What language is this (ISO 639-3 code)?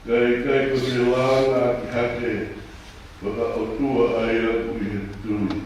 ton